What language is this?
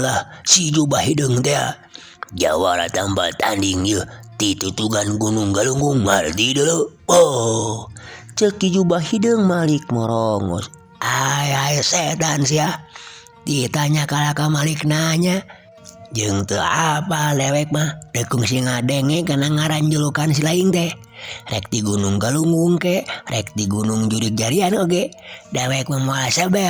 Sundanese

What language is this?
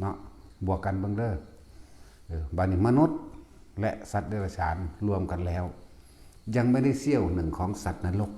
Lao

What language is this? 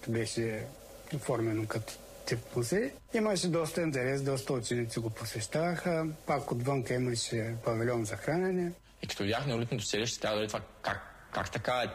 Bulgarian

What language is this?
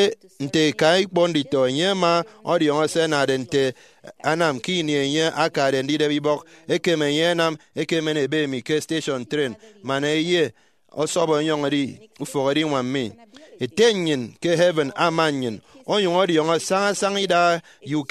Efik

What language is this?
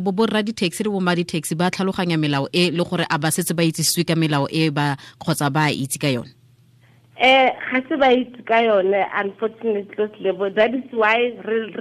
Tswana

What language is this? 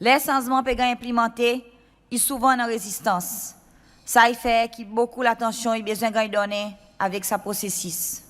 Seselwa Creole French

